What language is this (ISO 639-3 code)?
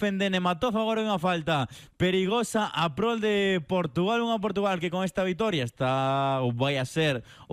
glg